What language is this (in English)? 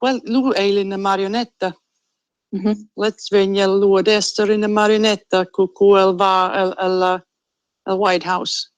Romansh